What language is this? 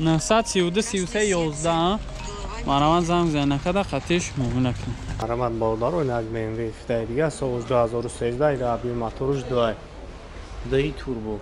Tajik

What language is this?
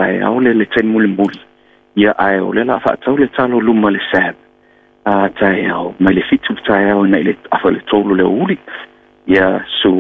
Samoan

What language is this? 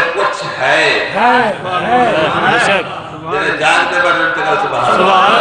Saraiki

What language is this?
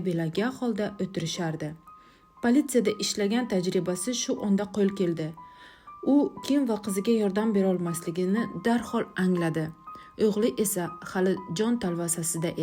Uzbek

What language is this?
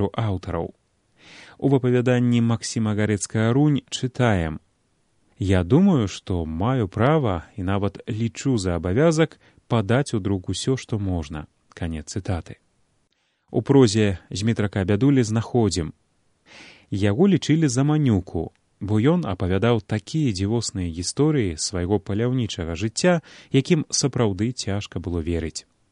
Belarusian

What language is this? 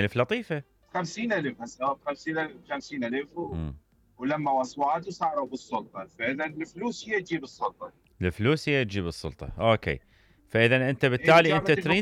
Mesopotamian Arabic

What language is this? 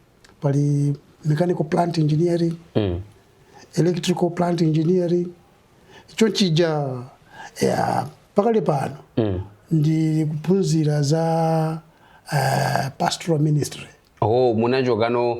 Nyanja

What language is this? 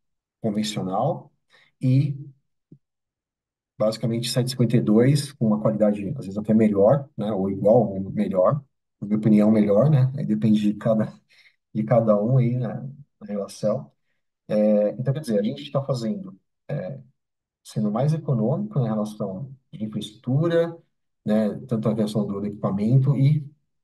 Portuguese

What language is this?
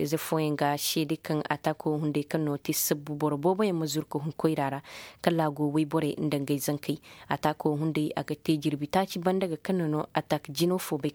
Koyraboro Senni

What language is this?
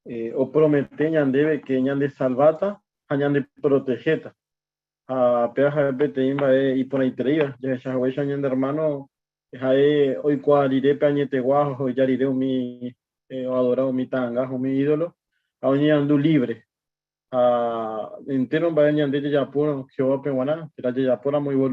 Guarani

